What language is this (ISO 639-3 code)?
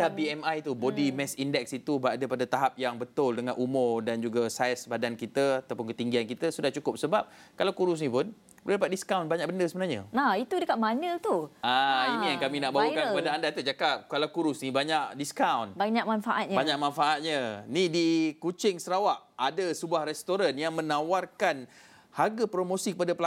msa